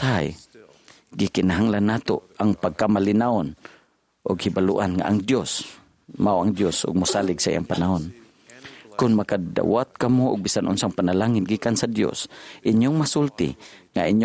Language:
Cebuano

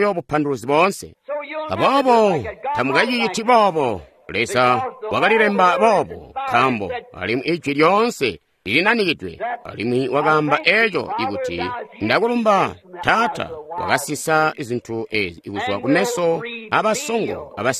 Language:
Tonga (Zambia)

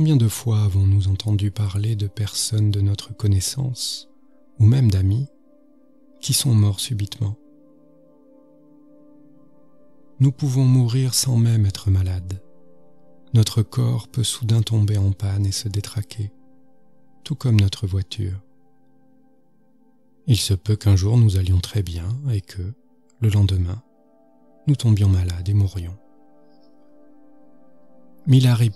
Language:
French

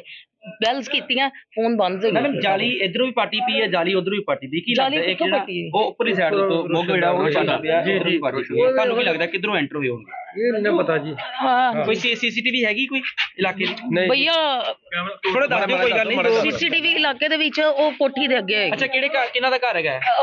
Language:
Punjabi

